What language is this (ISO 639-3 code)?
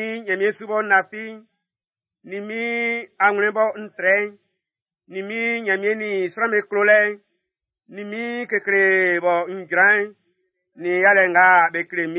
bci